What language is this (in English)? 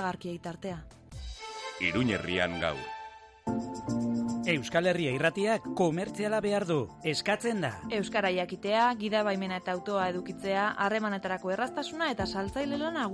Basque